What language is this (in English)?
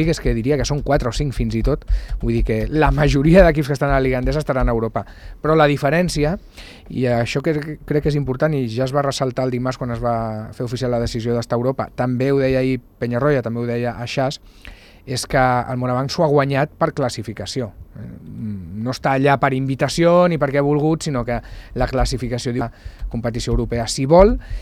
Catalan